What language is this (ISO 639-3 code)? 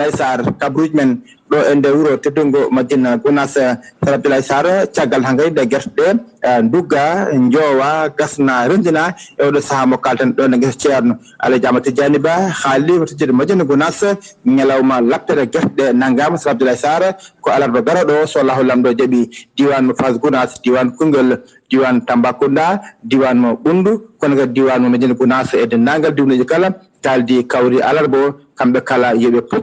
ful